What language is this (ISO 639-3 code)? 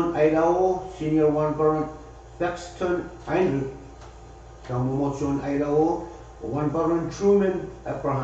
pon